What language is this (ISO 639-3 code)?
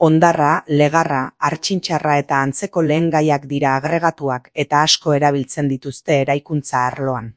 eus